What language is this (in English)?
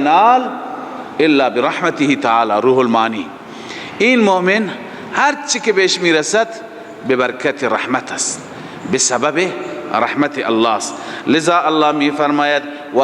Persian